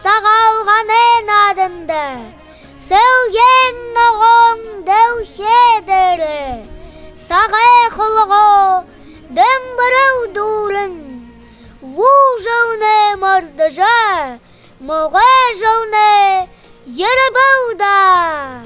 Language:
Buriat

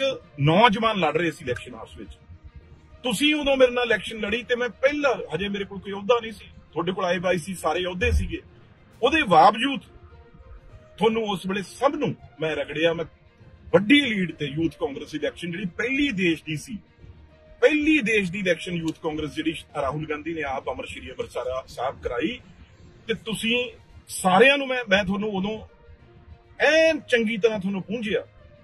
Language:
Punjabi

